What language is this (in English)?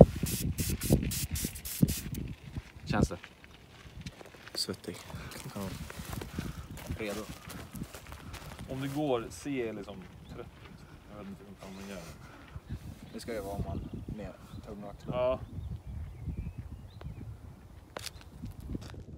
Swedish